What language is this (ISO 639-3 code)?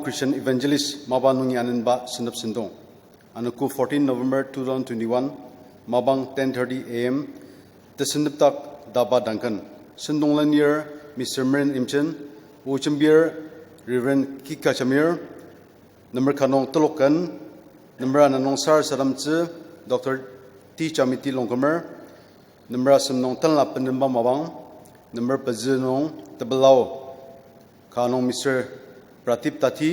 njo